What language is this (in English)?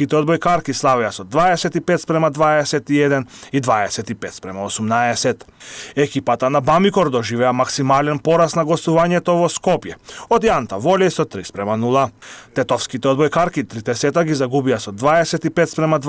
Macedonian